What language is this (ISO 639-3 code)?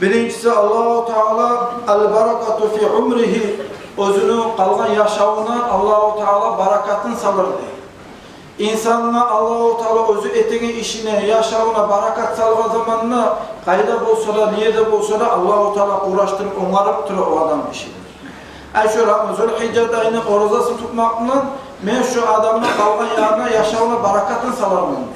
kum